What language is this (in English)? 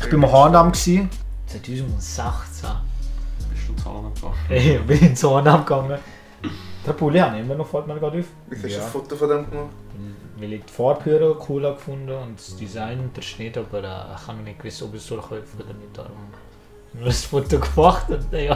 Swiss German